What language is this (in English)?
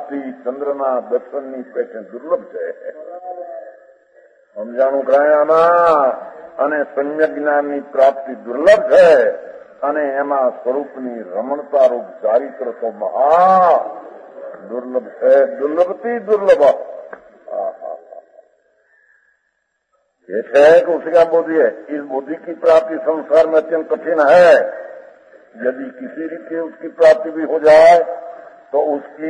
Gujarati